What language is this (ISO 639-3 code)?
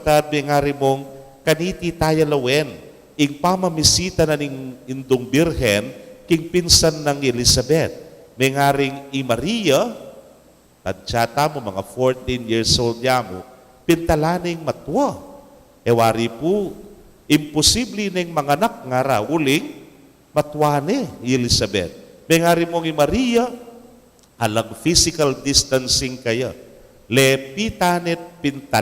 pam